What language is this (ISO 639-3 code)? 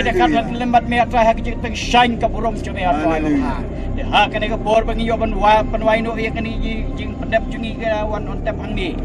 kha